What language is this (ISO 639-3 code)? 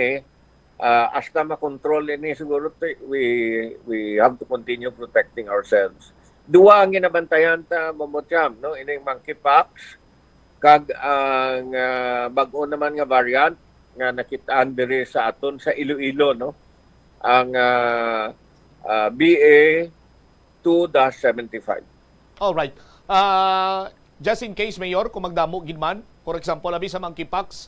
hil